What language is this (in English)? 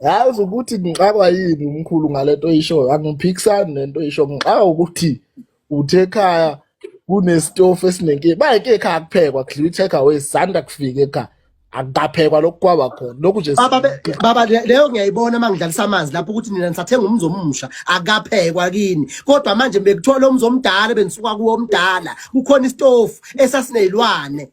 Zulu